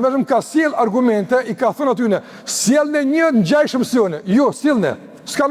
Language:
Albanian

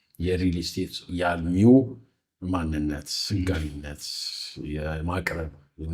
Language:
Amharic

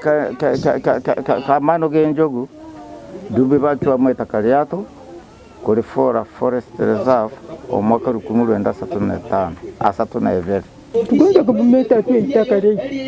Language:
Nyankole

